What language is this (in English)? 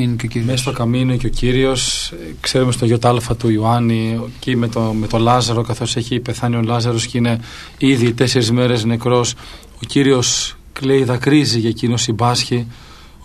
Greek